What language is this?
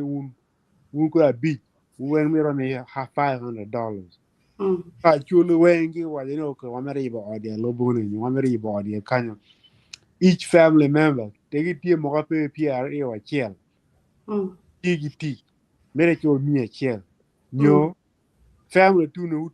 Acoli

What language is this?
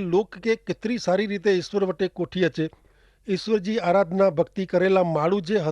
Kachhi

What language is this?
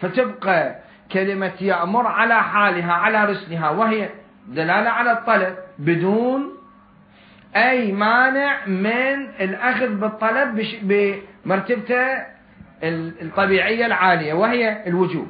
Mesopotamian Arabic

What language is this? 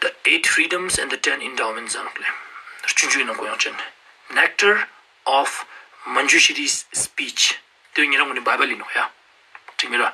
Ladakhi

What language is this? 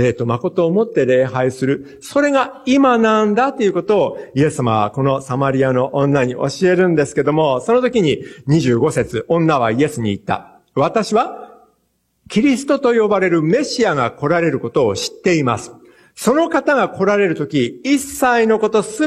Japanese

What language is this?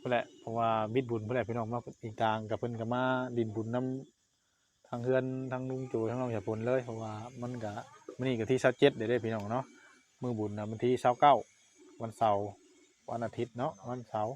Northeastern Thai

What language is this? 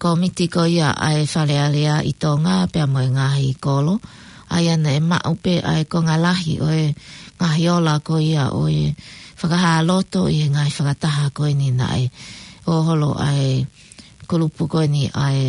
Tongan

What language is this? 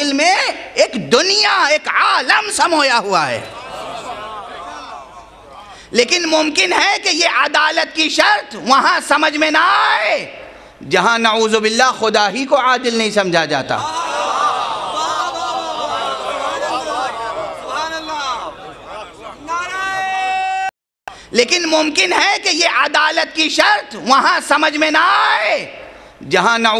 Urdu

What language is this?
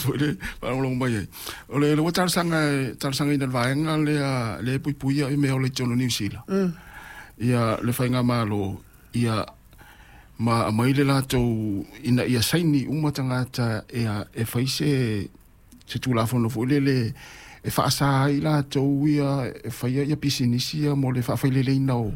Samoan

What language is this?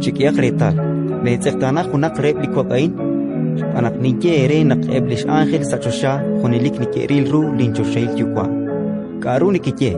Kekchí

